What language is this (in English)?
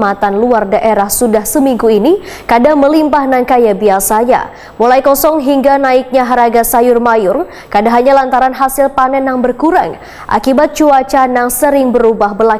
Banjar